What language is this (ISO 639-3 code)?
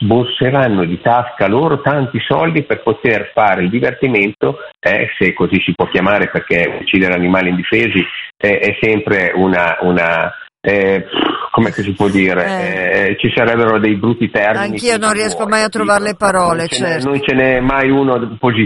ita